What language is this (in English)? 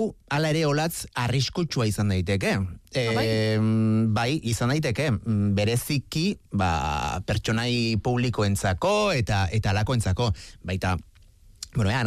Basque